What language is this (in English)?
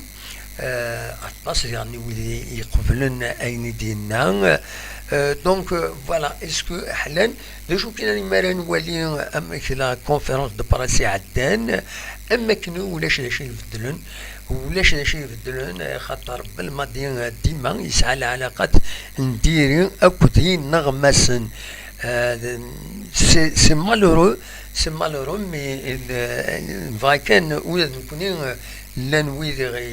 Kabyle